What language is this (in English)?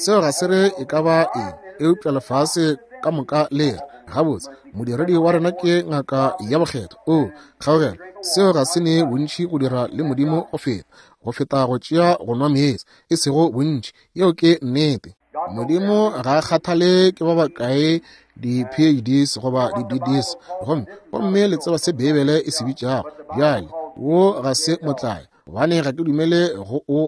Northern Sotho